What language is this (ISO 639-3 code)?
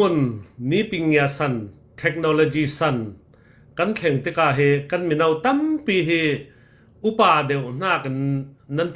cfm